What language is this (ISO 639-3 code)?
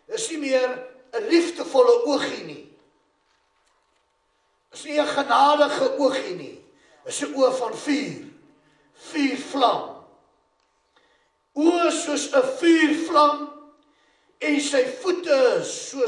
afr